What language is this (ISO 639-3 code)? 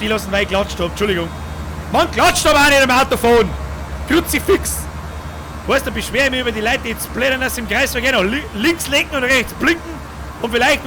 bar